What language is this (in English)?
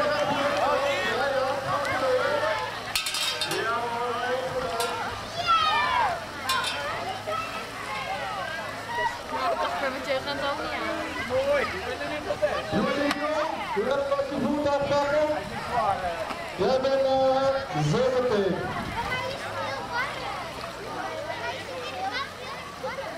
Dutch